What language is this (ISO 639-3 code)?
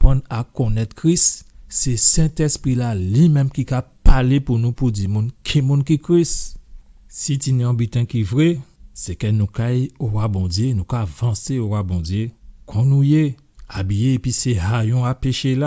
gcf